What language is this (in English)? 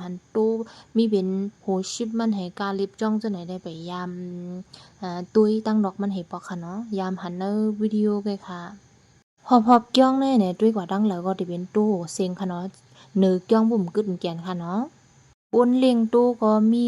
Shan